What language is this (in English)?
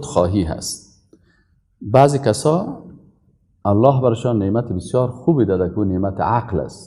Persian